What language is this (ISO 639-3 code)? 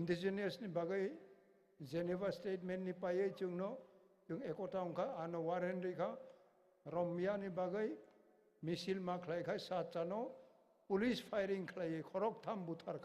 trp